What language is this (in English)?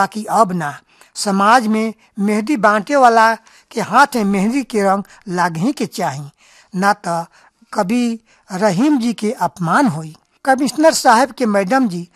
Bhojpuri